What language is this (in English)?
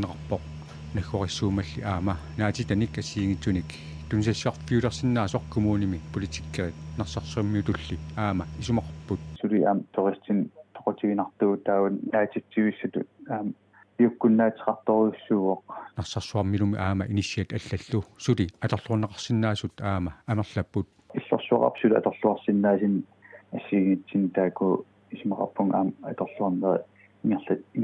Kalaallisut